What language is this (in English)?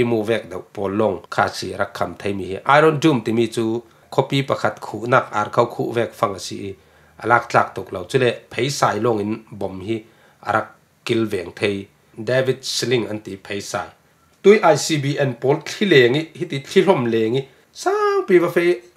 Falam Chin